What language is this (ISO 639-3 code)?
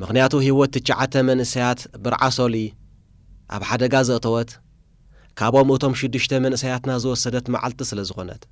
tir